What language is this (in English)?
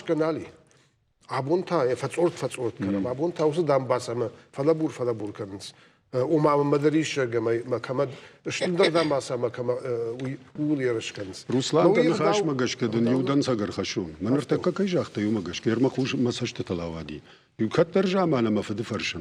Ossetic